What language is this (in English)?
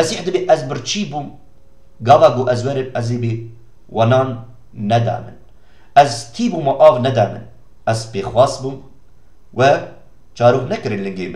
Kurdish